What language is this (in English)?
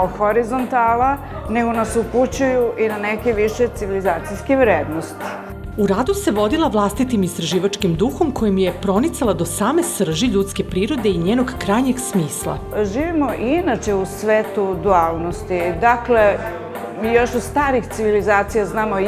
Serbian